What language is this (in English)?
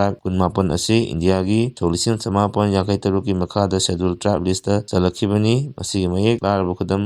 Manipuri